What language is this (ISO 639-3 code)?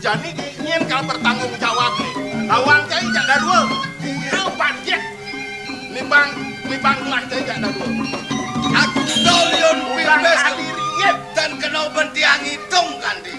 ban